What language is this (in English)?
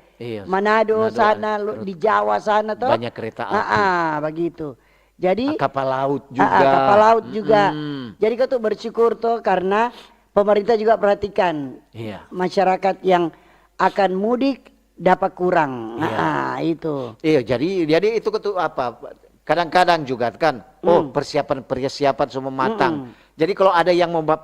Manado Malay